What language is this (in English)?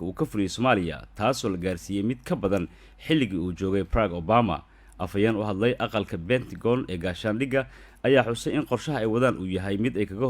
Somali